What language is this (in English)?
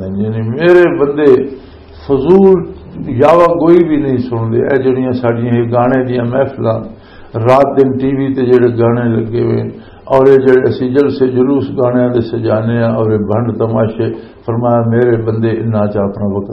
Western Panjabi